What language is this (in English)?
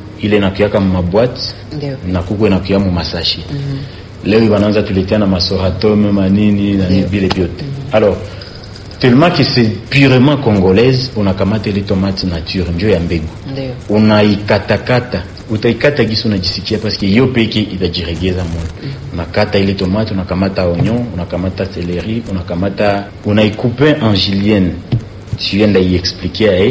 Swahili